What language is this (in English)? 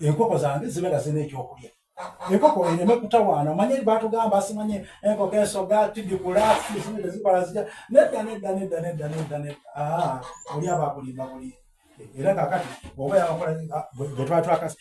Soga